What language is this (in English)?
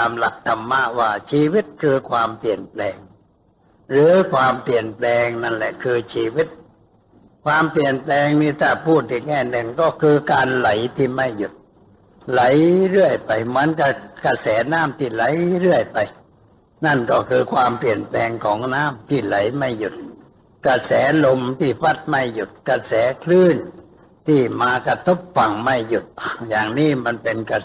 Thai